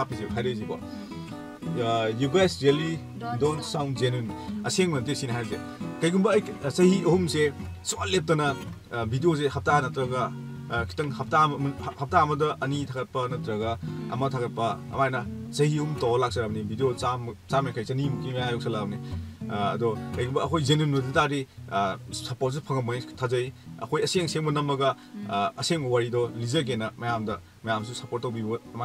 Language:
Manipuri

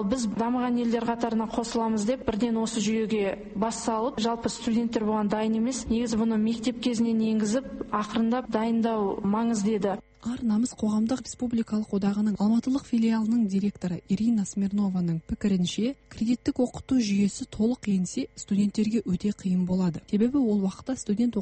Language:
Kazakh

